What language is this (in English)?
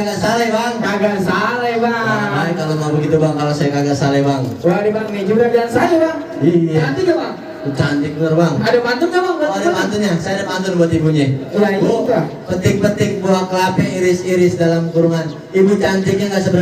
Betawi